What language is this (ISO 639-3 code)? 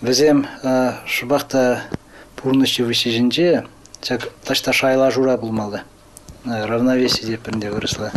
chv